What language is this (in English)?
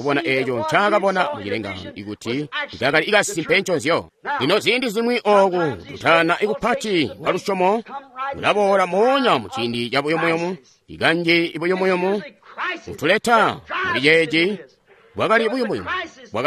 Tonga (Zambia)